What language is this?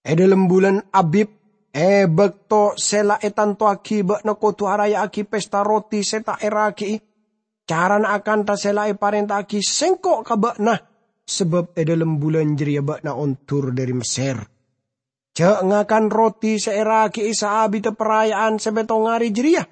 Madurese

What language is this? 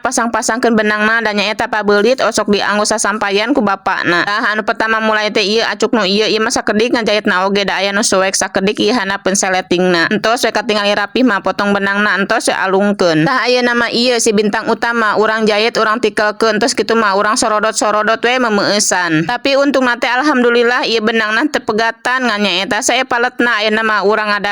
Sundanese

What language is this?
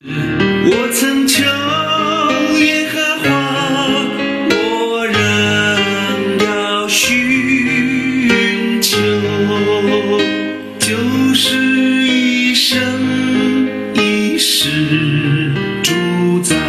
Chinese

